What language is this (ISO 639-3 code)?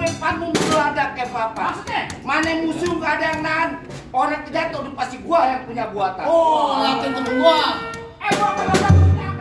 bew